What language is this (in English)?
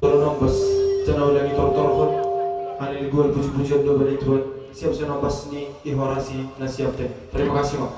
Batak Simalungun